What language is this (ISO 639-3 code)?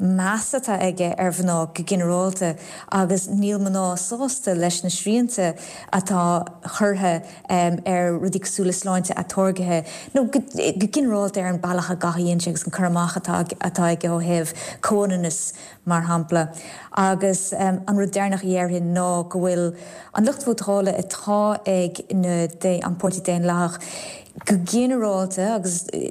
gle